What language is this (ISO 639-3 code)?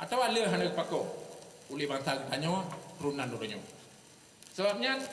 ace